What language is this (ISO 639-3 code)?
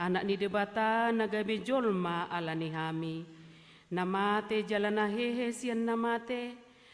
bbc